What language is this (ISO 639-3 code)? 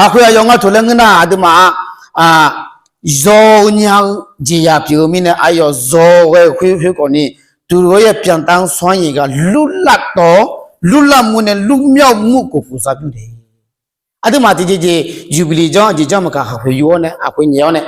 ahk